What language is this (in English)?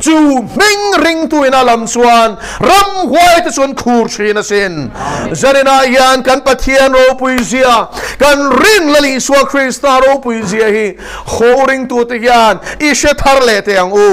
Mizo